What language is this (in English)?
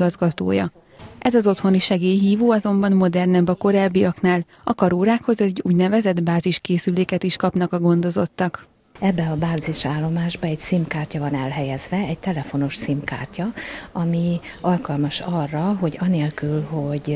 Hungarian